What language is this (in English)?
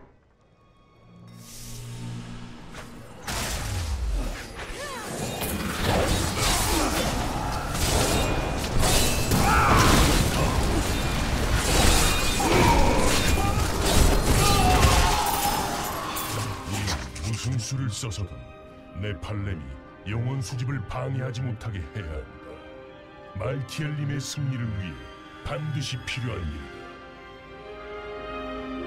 Korean